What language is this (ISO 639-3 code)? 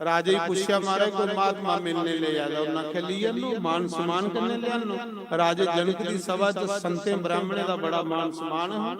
doi